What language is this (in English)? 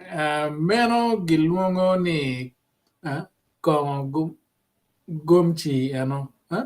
Acoli